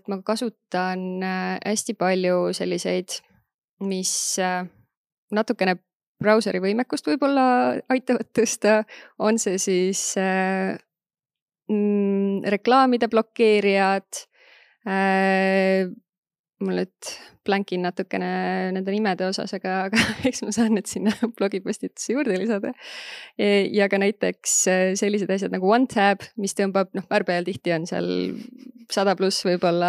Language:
Estonian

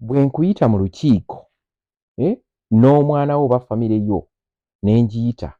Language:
Ganda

